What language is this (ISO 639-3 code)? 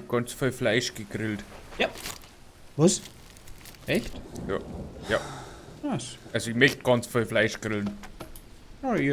bar